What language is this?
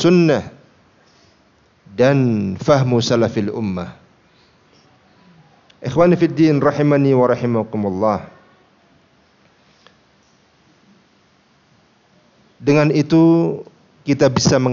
Indonesian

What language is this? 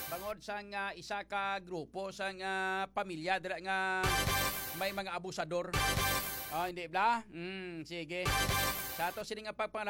Hiligaynon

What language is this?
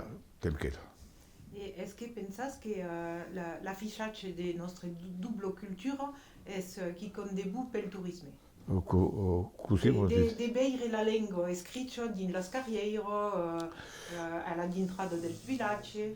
Occitan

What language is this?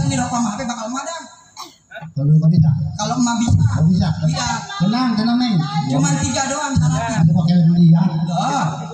Betawi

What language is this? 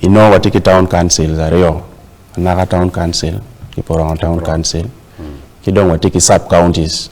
Acoli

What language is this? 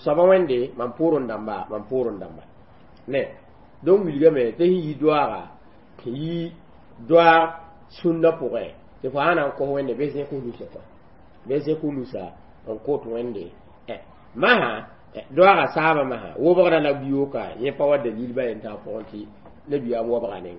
Mossi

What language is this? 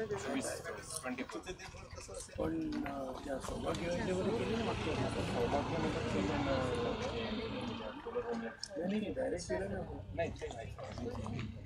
Marathi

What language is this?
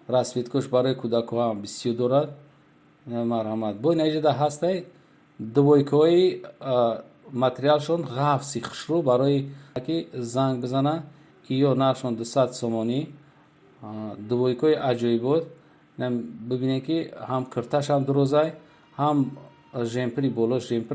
Tajik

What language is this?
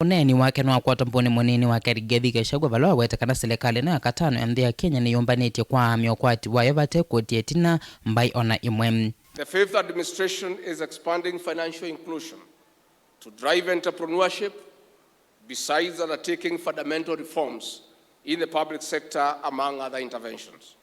Kamba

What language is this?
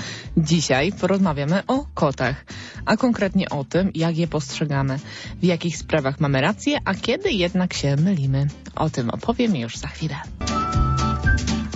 Polish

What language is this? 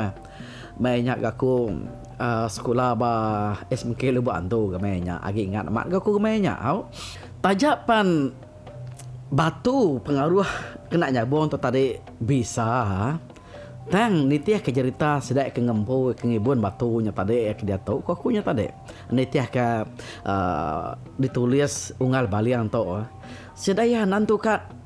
Iban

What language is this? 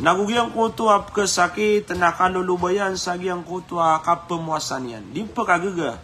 Maranao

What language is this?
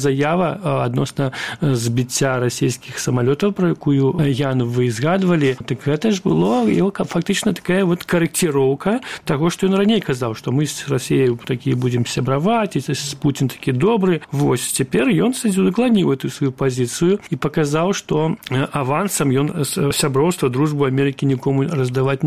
Belarusian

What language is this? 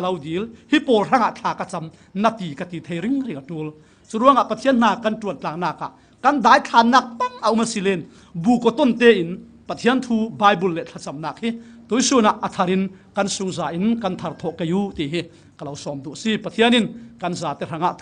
Falam Chin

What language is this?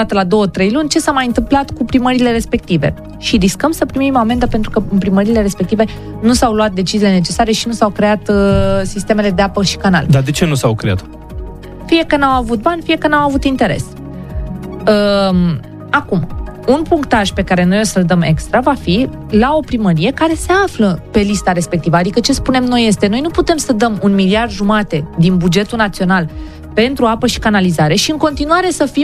Romanian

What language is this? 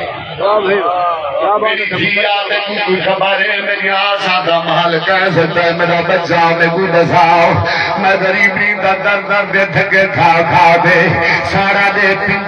Saraiki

